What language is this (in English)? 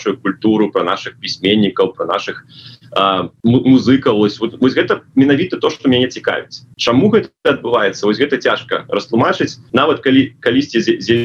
Belarusian